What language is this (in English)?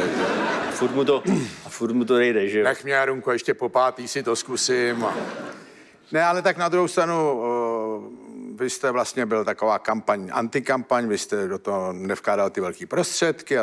Czech